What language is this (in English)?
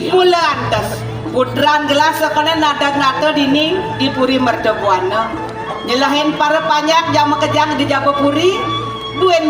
Balinese